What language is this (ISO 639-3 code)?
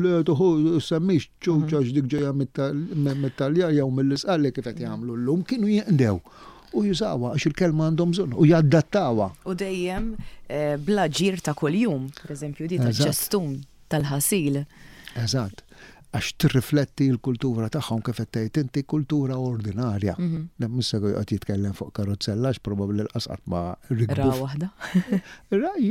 mlt